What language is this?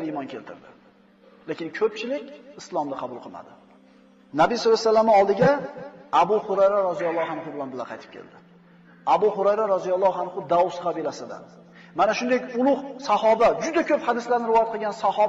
Uzbek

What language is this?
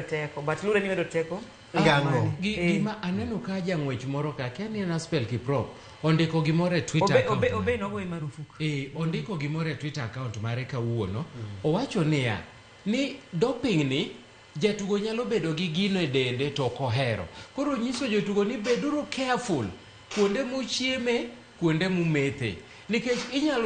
Luo (Kenya and Tanzania)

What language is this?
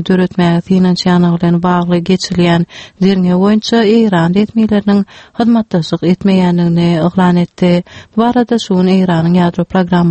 Turkmen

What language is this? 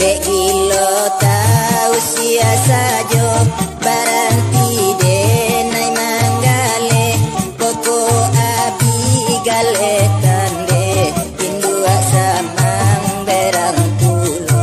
Minangkabau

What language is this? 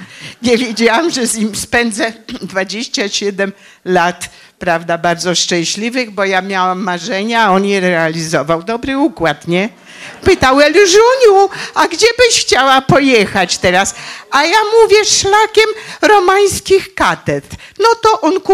Polish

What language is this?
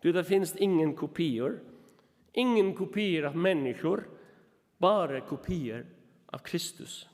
Faroese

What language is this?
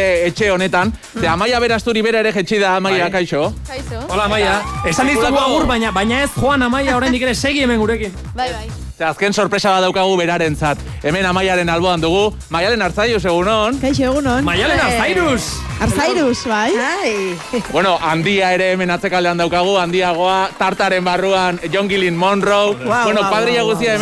Basque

